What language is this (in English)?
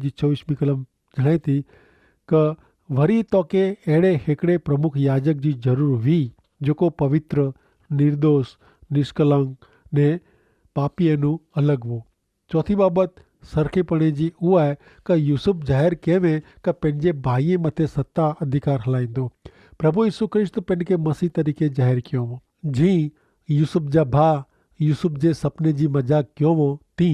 Kachhi